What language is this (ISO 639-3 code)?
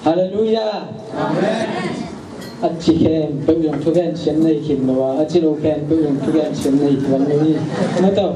ctd